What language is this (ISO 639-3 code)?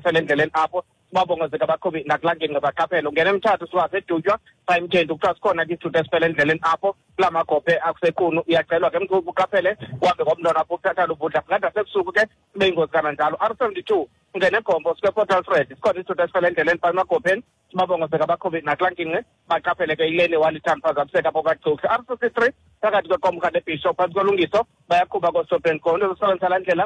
xho